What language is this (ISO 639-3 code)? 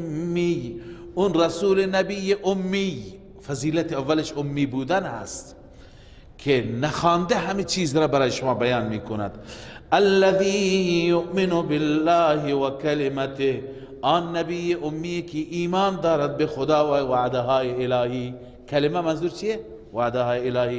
fas